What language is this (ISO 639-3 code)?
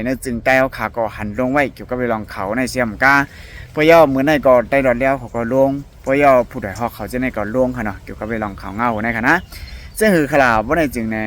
shn